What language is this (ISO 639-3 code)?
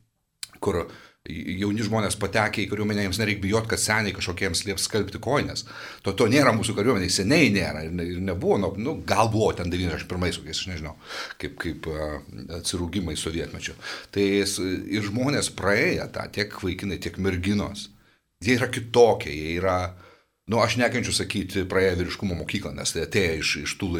lit